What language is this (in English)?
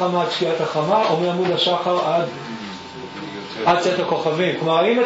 Hebrew